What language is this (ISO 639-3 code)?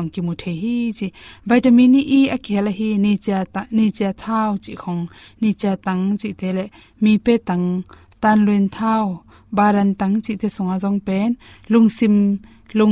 ctd